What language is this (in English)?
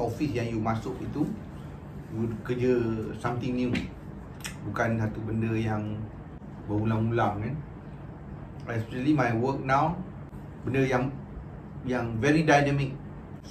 Malay